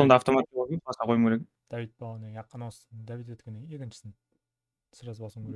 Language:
Kara-Kalpak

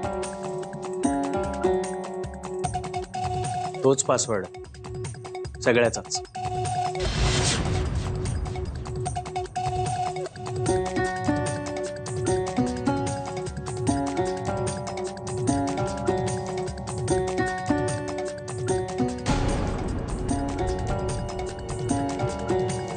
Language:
Marathi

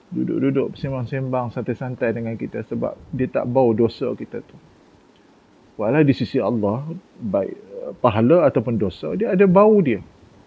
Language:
Malay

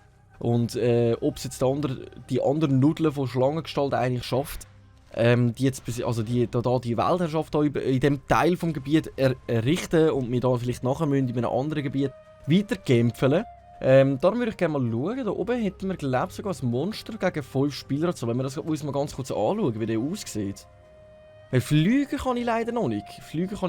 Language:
Swiss German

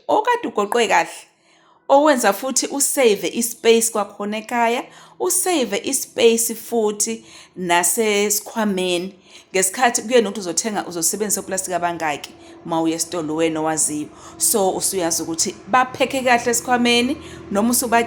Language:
Zulu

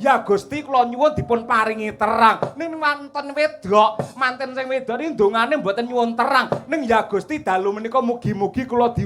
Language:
Javanese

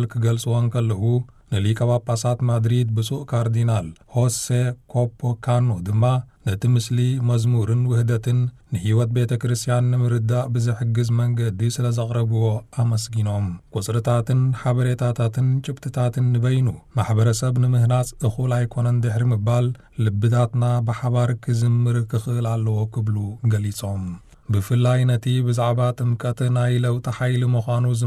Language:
Tigrinya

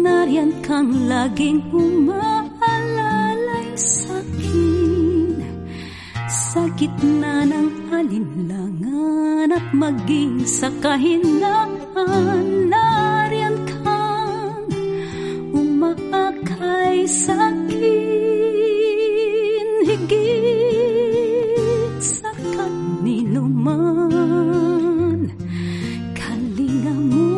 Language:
Filipino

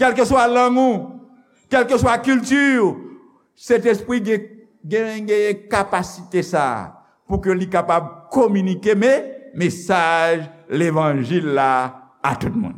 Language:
Haitian Creole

